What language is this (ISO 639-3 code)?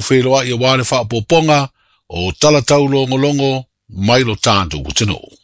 smo